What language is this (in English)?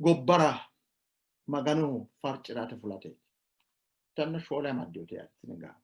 Sidamo